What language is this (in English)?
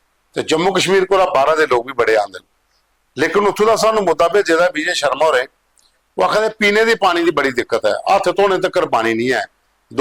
Dogri